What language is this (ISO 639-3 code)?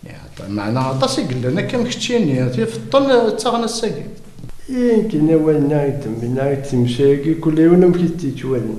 kab